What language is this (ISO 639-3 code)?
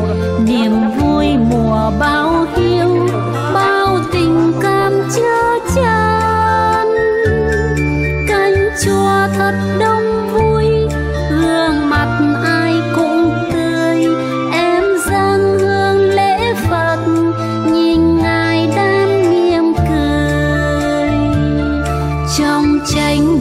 vie